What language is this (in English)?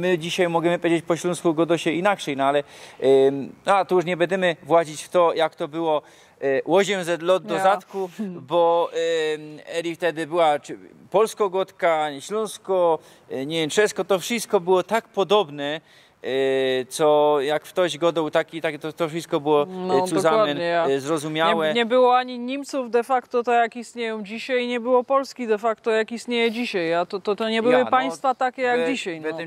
Silesian